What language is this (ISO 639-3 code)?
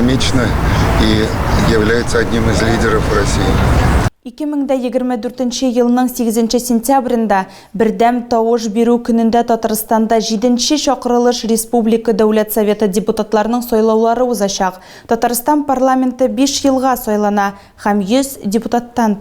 tat